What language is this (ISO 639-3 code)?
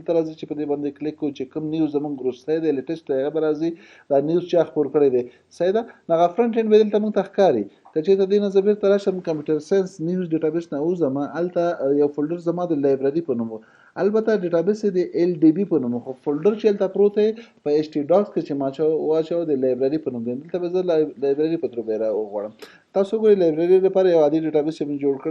pus